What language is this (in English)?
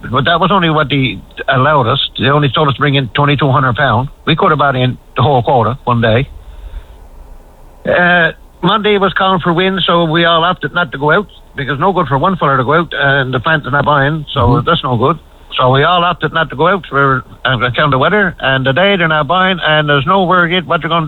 English